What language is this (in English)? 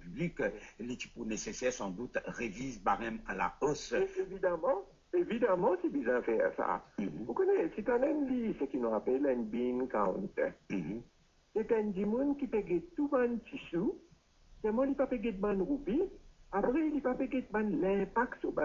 Morisyen